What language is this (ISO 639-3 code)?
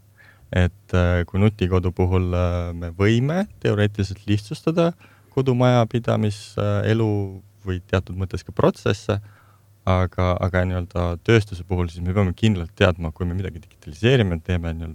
est